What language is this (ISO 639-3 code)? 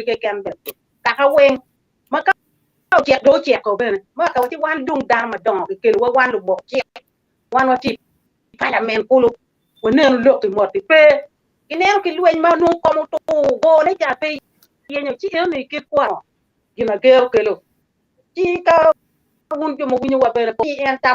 ach